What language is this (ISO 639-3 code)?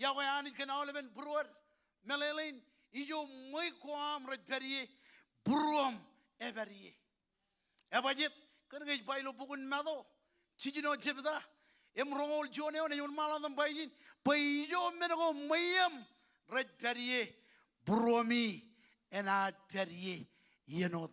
mah